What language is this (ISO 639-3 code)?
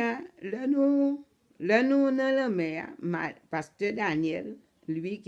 hat